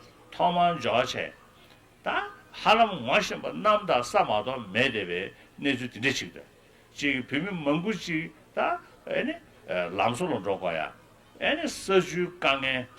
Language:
Tibetan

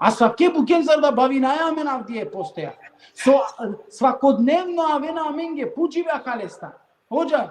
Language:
Balkan Romani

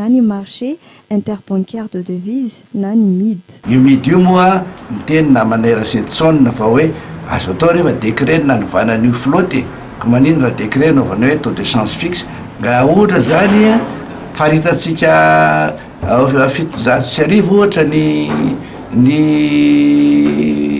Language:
Malagasy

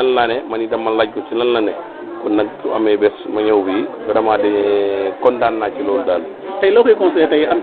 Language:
Wolof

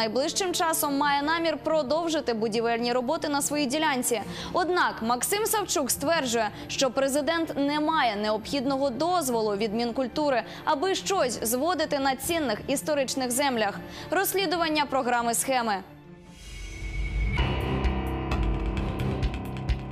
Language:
Ukrainian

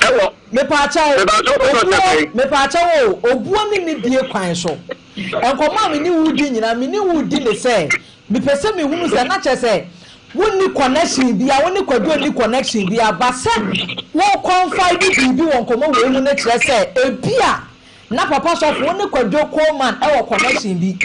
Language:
Akan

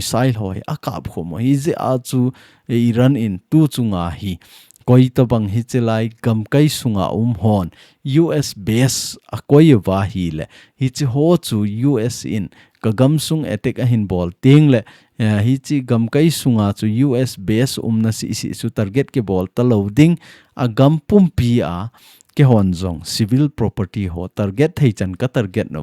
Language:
Thado Chin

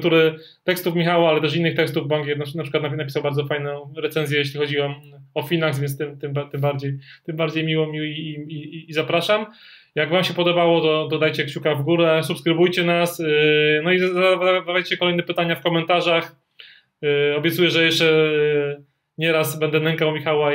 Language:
Polish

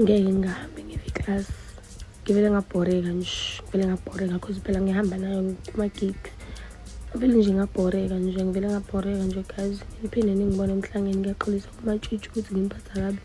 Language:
Zulu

